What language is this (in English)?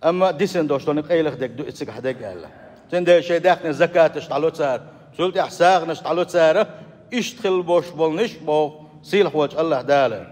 Chechen